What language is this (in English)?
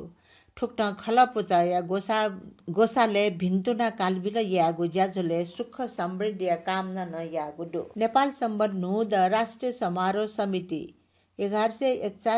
Newari